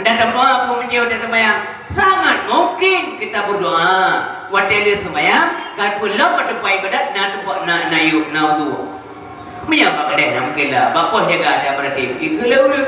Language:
Achinese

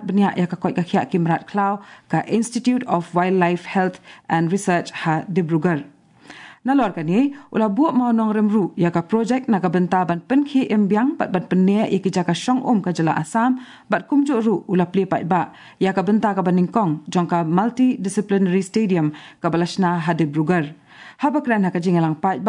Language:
Khasi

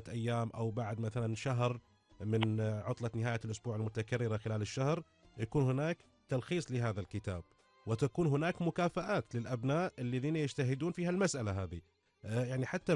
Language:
Gulf Arabic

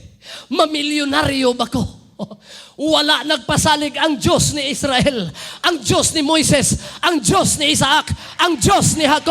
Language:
Cebuano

